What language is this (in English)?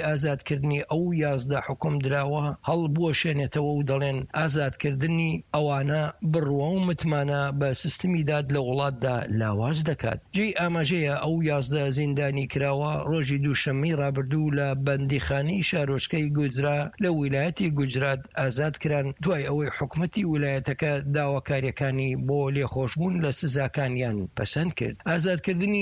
Central Kurdish